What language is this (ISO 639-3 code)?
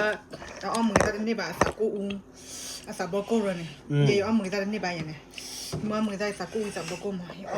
ksw